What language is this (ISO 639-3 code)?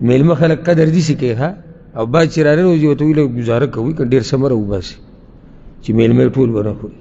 pus